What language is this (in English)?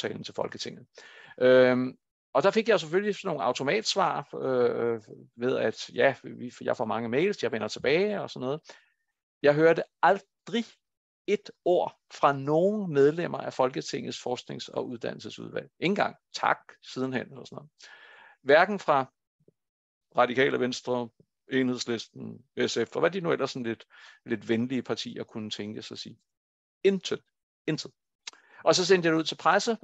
Danish